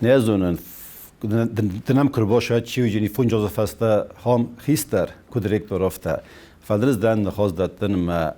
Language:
Ossetic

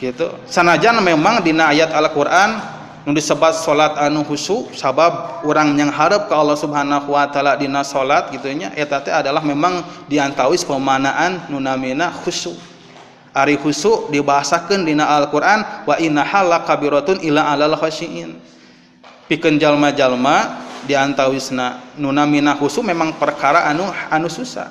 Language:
Sundanese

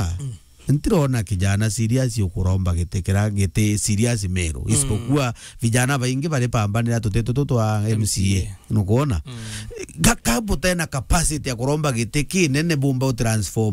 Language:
Meru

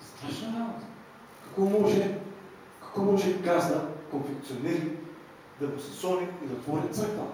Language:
Macedonian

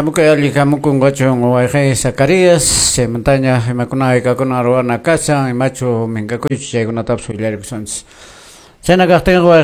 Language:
Quechua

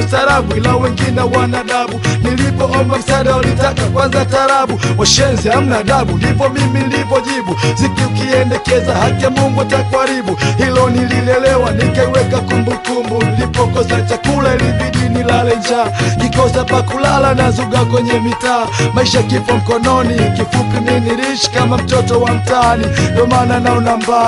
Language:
Swahili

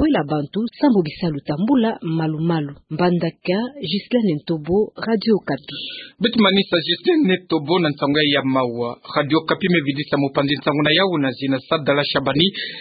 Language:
Kituba (Democratic Republic of Congo)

